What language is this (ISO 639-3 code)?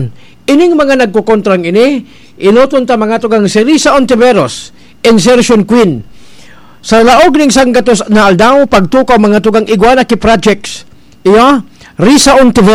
bik